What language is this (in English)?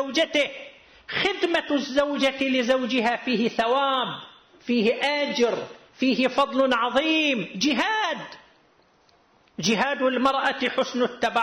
Arabic